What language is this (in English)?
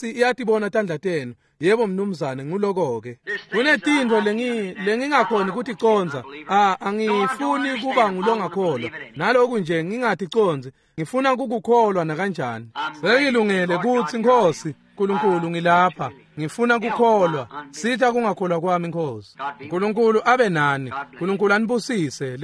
Swati